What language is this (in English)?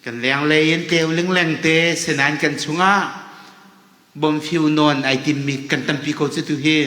Hakha Chin